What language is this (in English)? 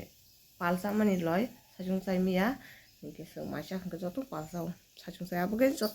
Kok Borok